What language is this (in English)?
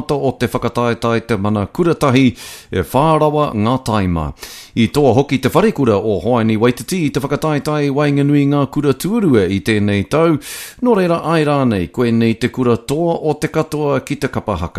Māori